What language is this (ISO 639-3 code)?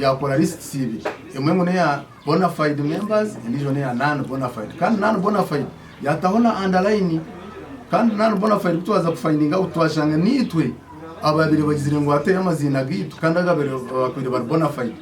nyn